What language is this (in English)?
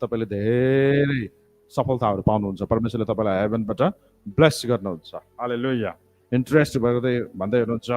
Nepali